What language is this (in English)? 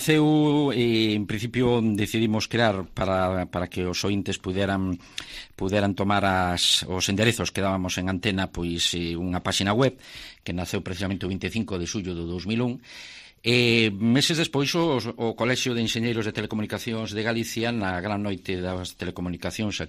Galician